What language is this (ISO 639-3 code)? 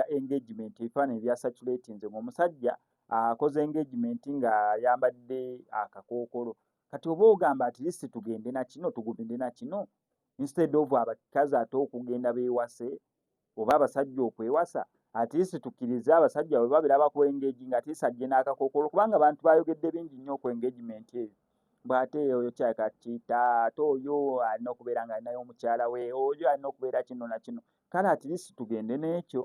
lug